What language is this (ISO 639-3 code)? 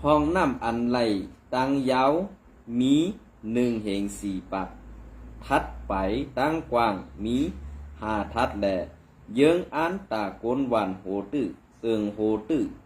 shn